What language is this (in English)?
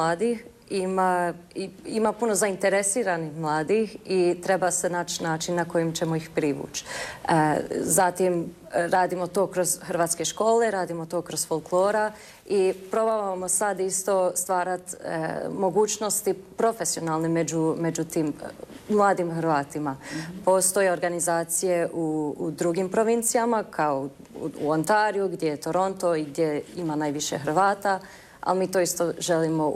Croatian